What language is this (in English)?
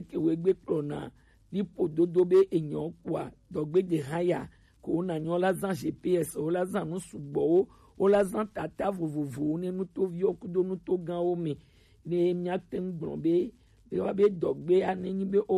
Gen